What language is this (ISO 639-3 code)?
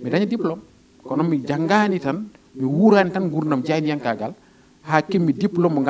ful